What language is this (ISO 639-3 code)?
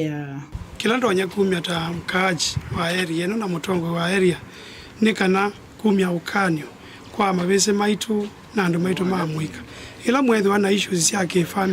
kam